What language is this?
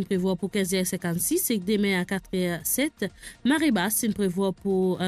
Morisyen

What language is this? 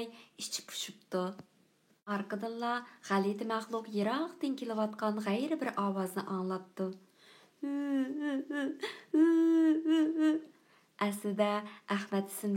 Uyghur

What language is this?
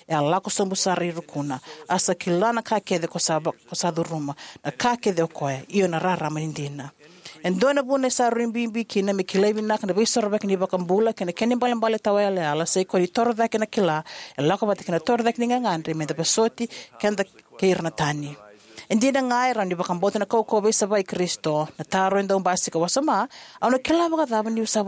Fijian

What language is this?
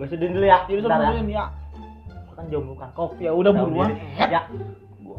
Betawi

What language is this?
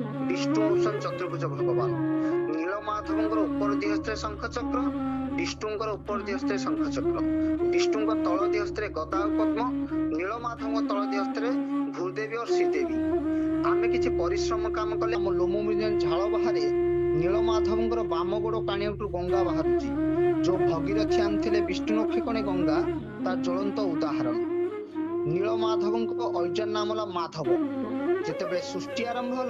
Odia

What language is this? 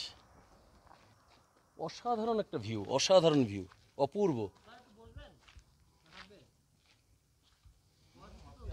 Bangla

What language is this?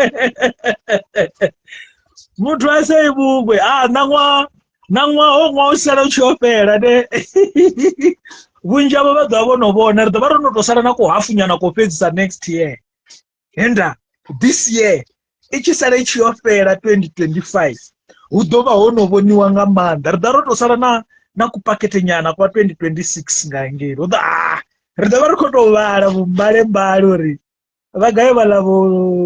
Venda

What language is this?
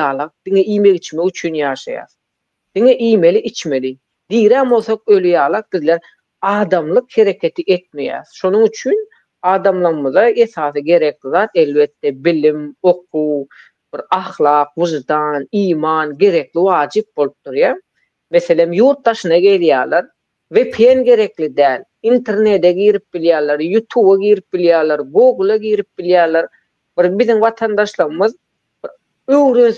Turkmen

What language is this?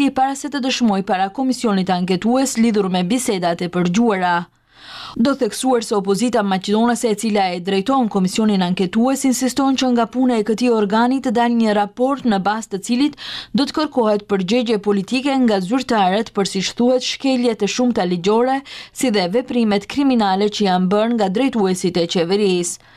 Albanian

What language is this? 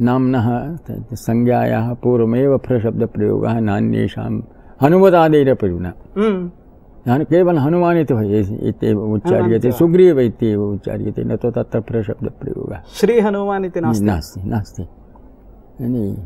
Sanskrit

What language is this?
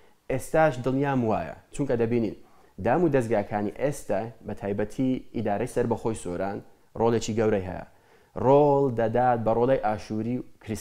Central Kurdish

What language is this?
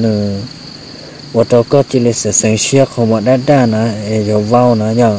Hmong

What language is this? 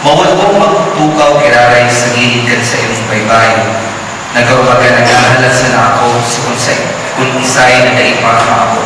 Bikol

